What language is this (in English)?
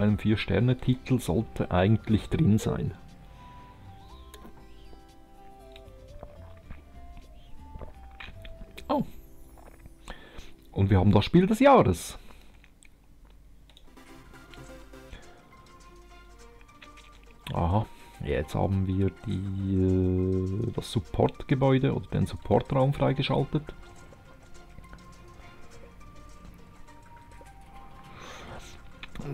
German